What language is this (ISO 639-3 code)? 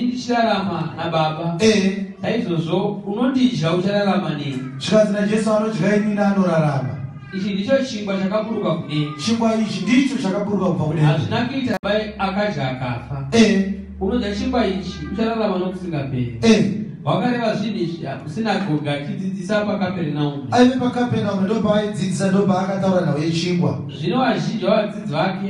sna